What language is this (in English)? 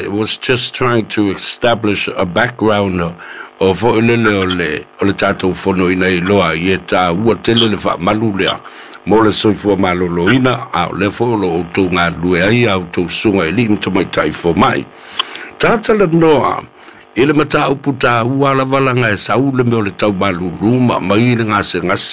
Samoan